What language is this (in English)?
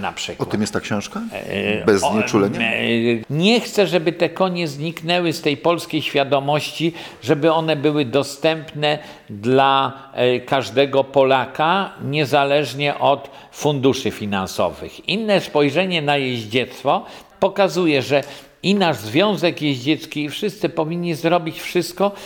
Polish